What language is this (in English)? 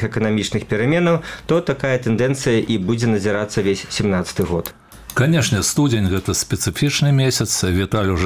Belarusian